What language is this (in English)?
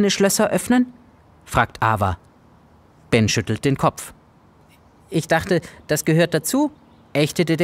Swiss German